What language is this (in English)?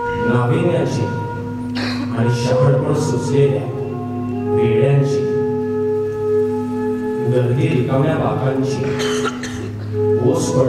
Marathi